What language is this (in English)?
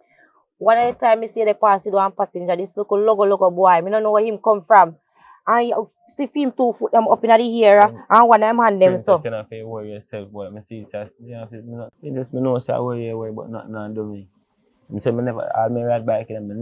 Jamaican Creole English